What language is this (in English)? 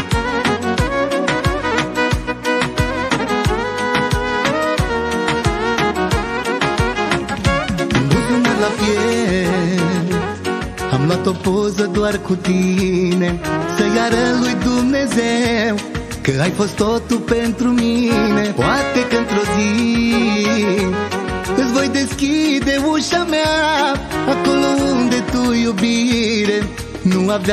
Romanian